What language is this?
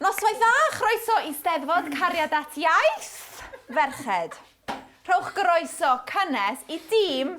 Welsh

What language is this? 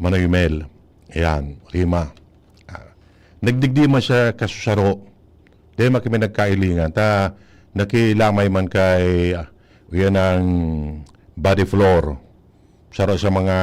Bikol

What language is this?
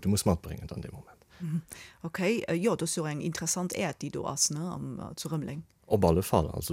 Luxembourgish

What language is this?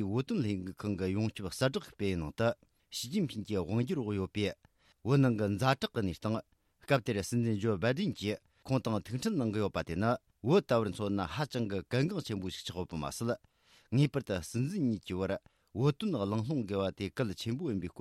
Tibetan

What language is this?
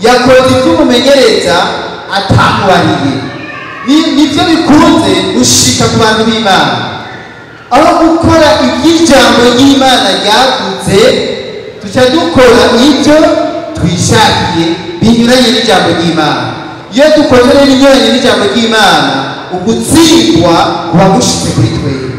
Rundi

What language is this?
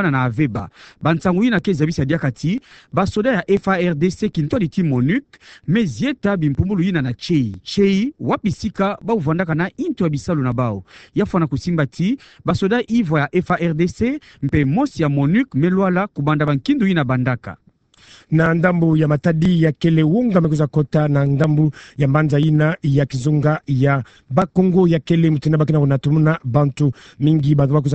Kituba (Democratic Republic of Congo)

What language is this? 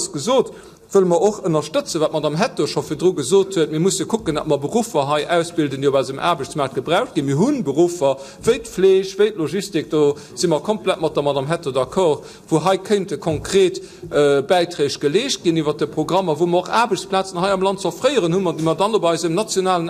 Luxembourgish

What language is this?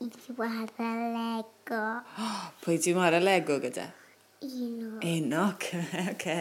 Welsh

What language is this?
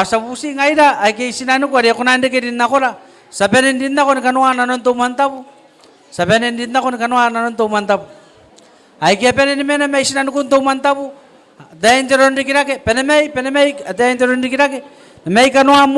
Gilbertese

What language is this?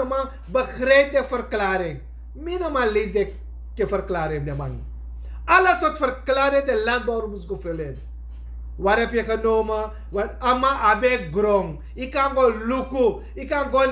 Sranan Tongo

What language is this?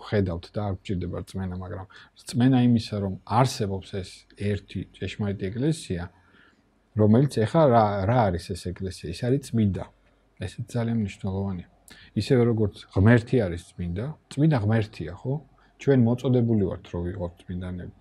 Georgian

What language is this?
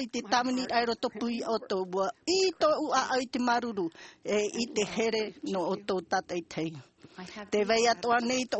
Tahitian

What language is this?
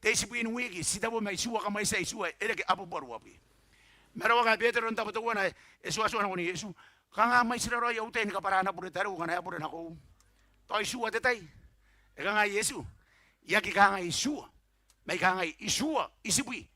Gilbertese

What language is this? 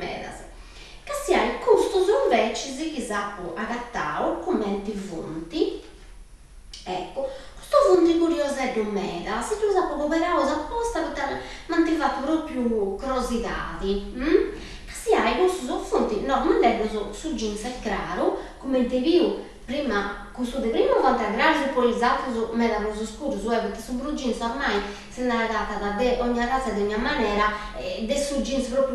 Sardinian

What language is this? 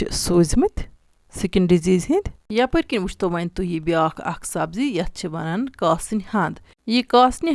Kashmiri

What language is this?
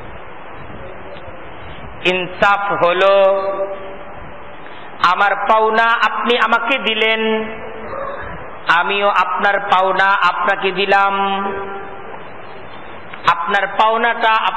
Bangla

